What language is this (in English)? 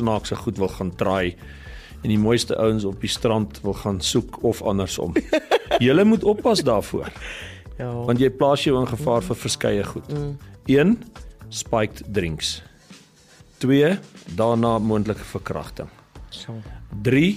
Afrikaans